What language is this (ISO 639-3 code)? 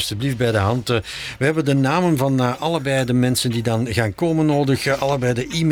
nld